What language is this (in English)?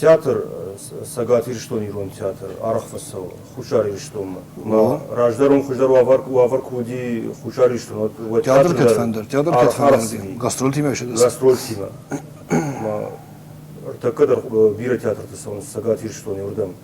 Ossetic